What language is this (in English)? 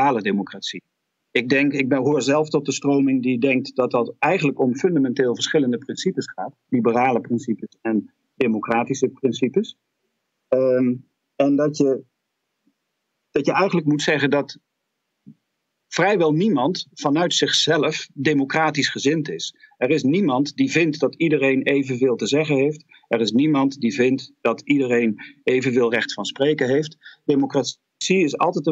Dutch